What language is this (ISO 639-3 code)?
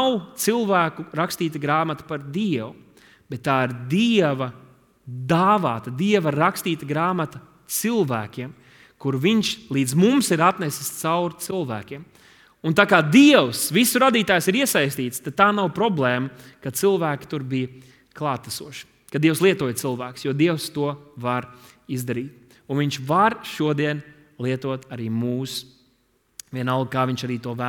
lav